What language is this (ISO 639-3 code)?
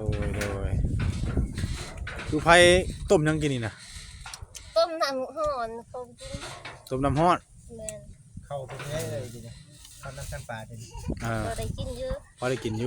tts